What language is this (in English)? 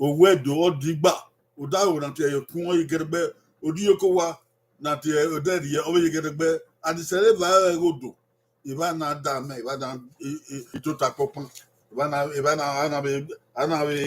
Bini